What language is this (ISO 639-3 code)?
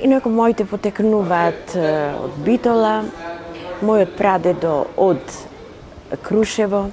mkd